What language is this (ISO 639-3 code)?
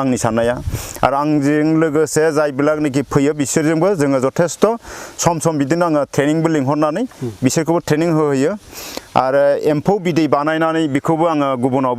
brx